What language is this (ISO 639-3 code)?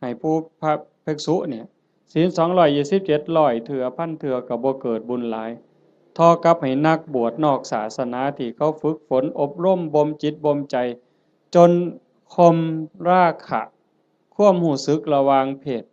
lao